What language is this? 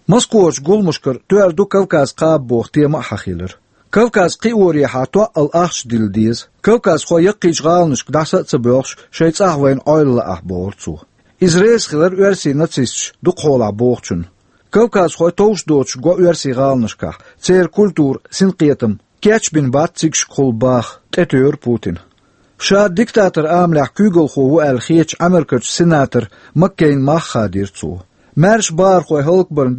Chechen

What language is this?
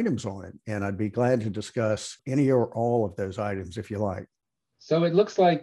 English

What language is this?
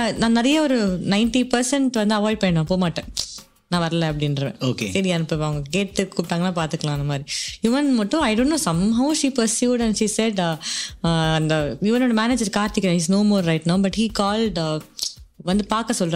Tamil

